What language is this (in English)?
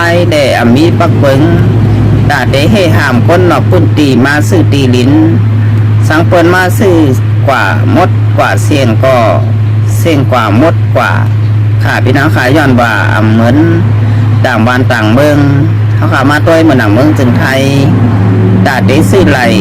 Shan